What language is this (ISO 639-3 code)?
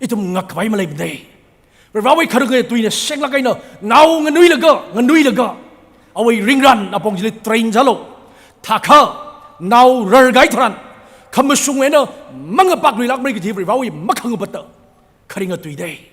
nmf